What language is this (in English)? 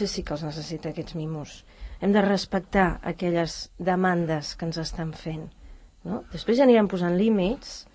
Catalan